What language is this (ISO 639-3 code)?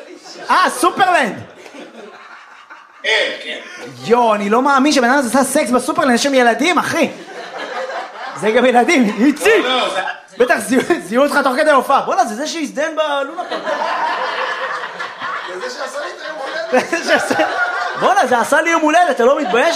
heb